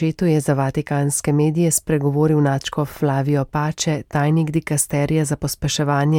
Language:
Slovenian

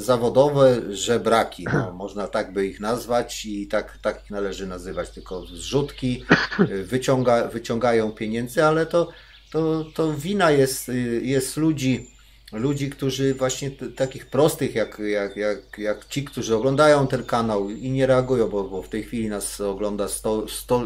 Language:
Polish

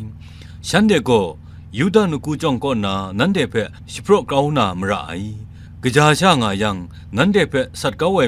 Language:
Kachin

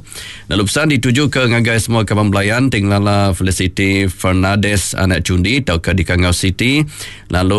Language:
Iban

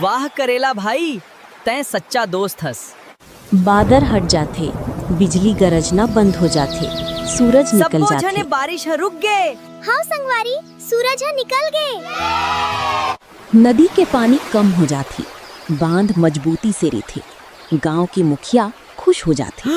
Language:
Chhattisgarhi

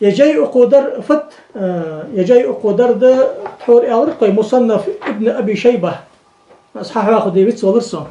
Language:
Ingush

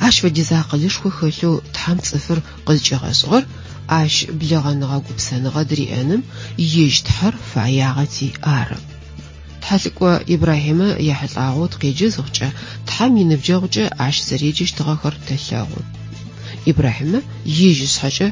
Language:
Adyghe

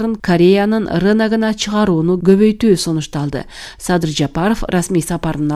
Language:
Kyrgyz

